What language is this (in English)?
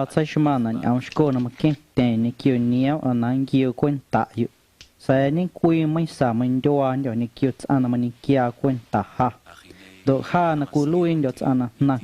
Guerrero Amuzgo